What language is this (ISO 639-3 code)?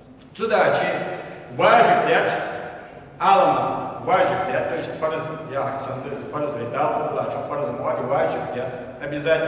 inh